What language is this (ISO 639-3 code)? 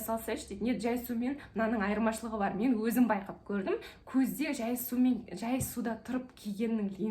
kaz